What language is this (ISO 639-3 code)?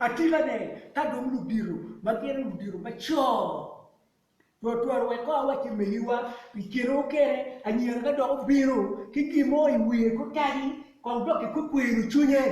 ach